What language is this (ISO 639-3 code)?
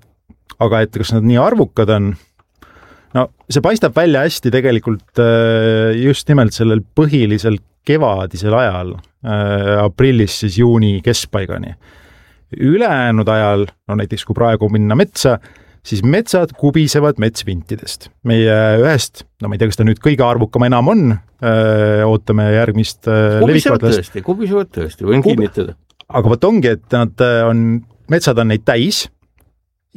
est